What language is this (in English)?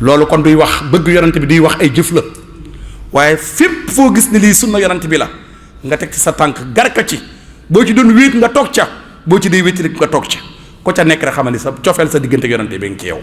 Wolof